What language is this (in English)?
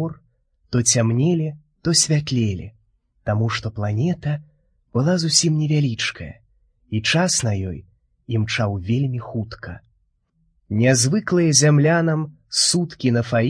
Belarusian